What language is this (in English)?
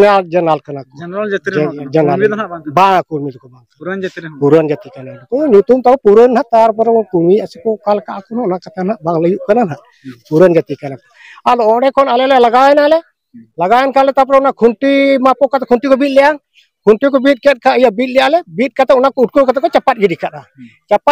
Santali